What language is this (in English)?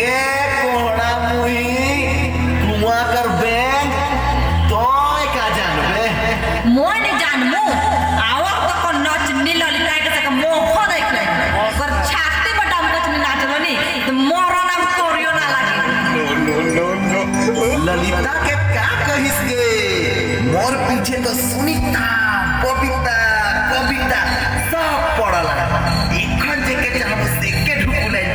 Sadri